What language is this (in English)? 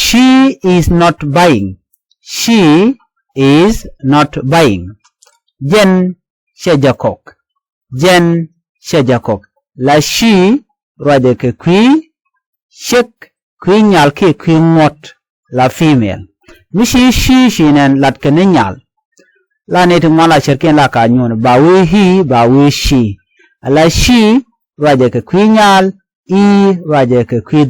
Nuer